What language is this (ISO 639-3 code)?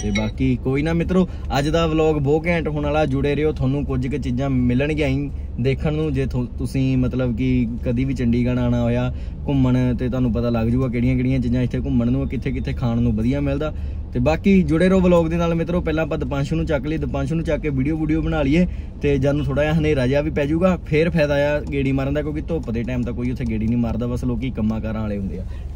pan